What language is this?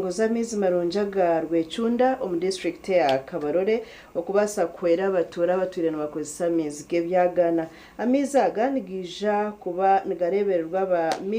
Nyankole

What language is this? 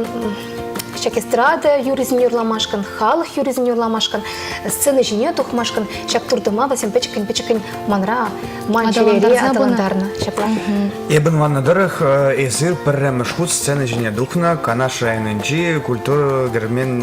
Chuvash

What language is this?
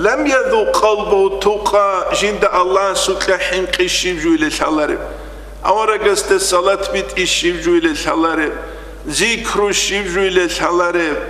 Avaric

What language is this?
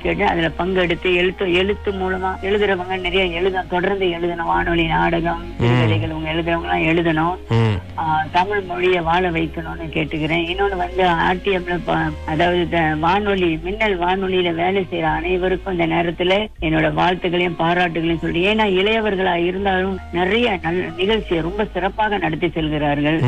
Tamil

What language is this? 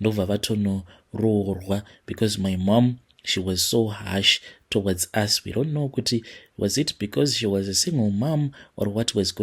Shona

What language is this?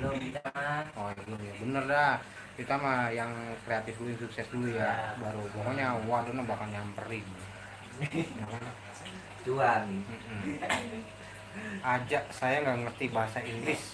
Betawi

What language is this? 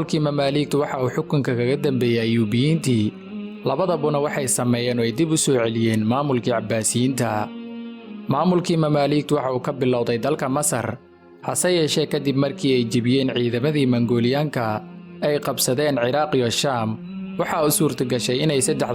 Somali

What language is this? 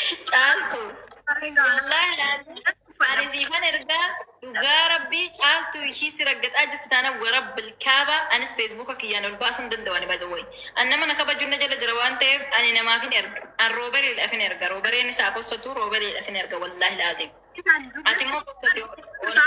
Oromo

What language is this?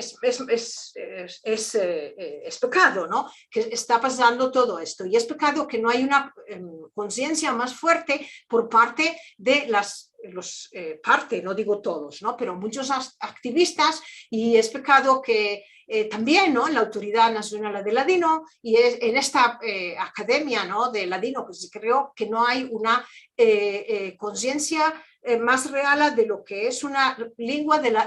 Ladino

